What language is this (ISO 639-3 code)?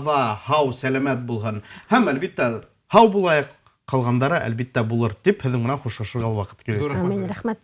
bak